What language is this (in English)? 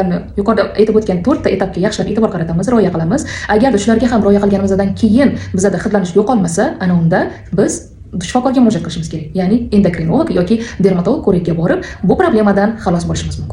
Uzbek